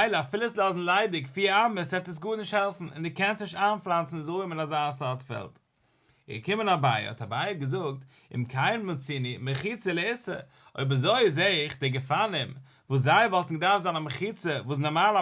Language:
Yiddish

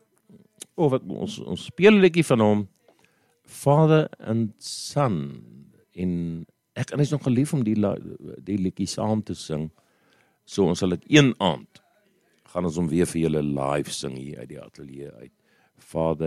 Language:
Afrikaans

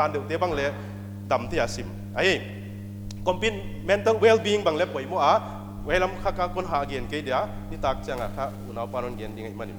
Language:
Paite Chin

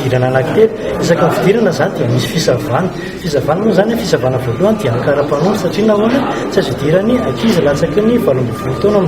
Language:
Malagasy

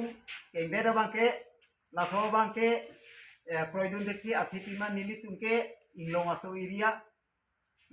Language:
Karbi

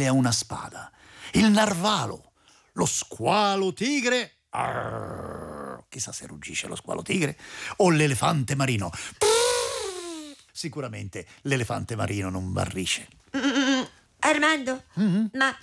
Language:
Italian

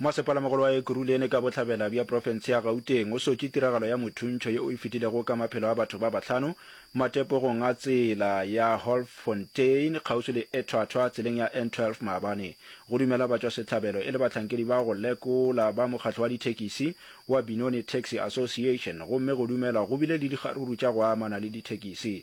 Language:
Northern Sotho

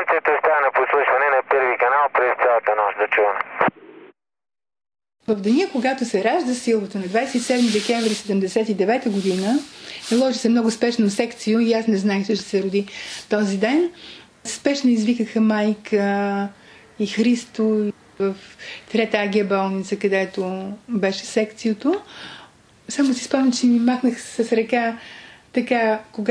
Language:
Bulgarian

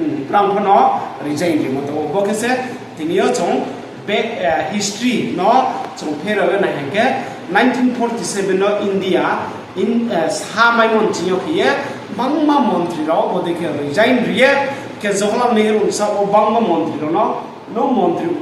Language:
Riang (India)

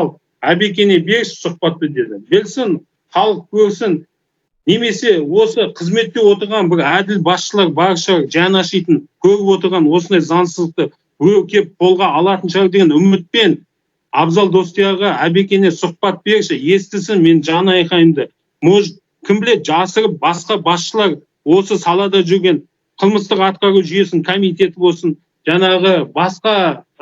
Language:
Kazakh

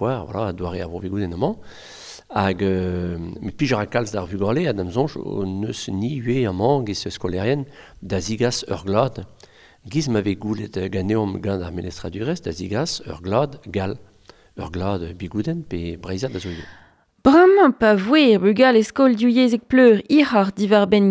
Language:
Breton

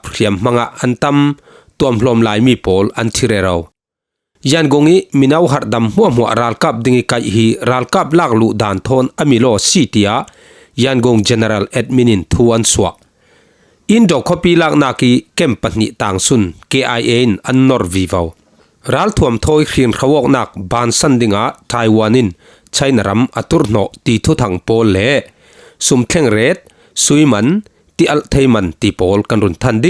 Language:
Falam Chin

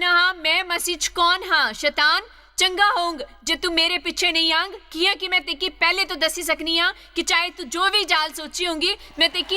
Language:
Dogri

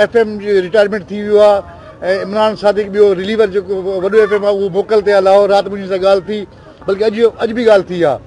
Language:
Sindhi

